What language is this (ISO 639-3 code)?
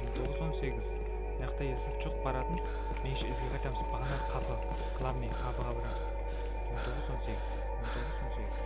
kaa